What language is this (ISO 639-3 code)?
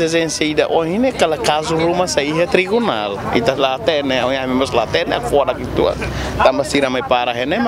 tet